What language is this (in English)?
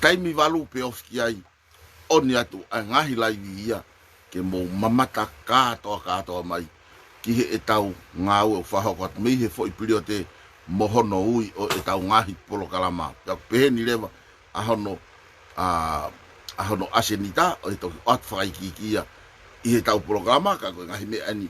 Tongan